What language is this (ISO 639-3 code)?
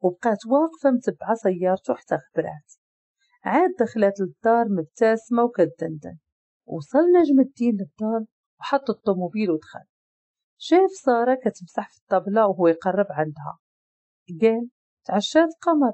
ary